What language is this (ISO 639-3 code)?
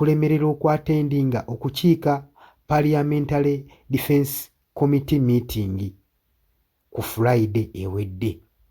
lug